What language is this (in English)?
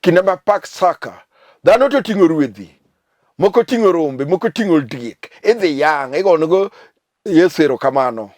Luo (Kenya and Tanzania)